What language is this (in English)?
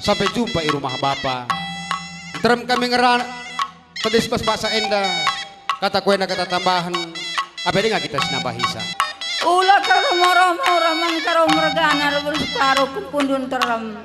Batak Karo